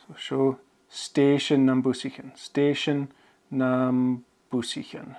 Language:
Scottish Gaelic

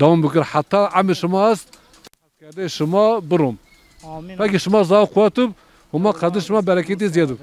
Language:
Zaza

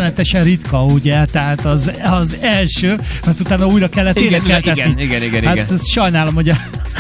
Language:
Hungarian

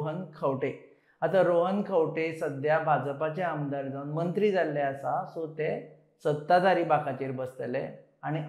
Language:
Konkani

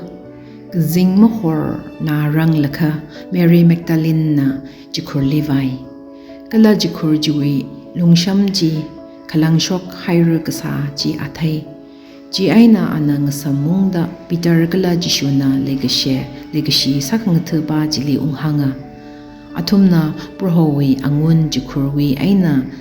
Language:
Tangkhul Naga (India)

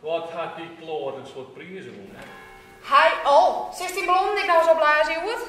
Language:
Western Frisian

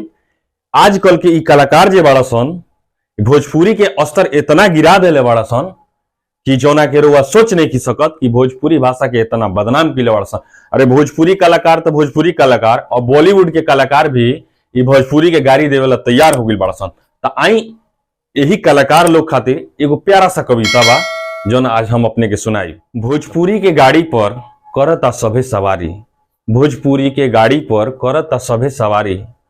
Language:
Bhojpuri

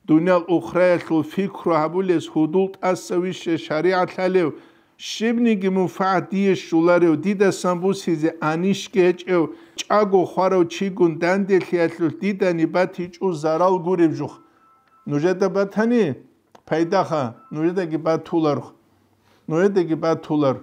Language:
Avaric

